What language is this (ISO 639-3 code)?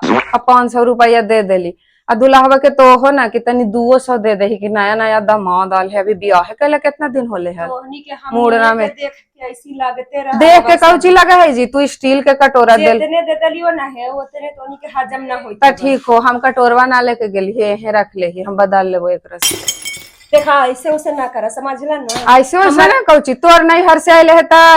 mag